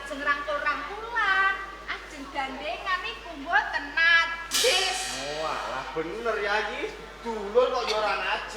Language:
Javanese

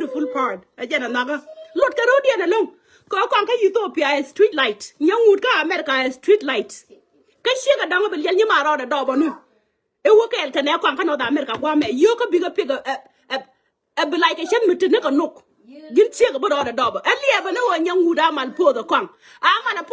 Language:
Nuer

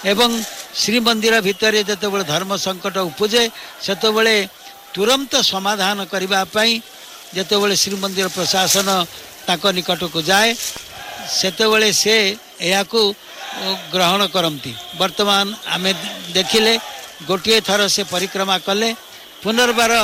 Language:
Odia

